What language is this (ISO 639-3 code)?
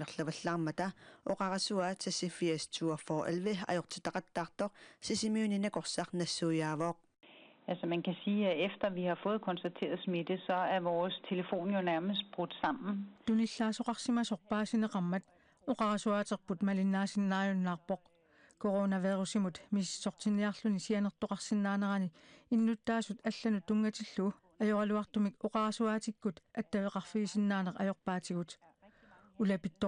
kal